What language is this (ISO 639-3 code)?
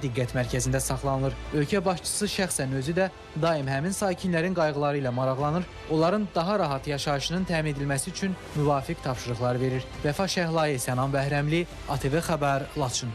aze